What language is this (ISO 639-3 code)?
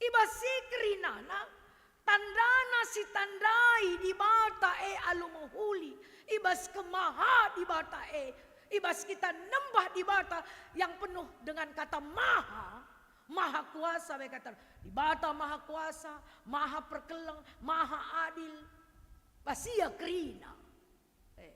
btx